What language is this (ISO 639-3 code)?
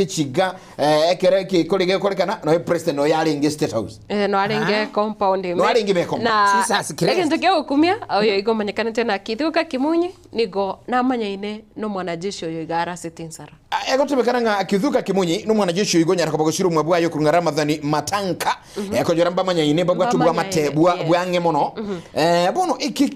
guz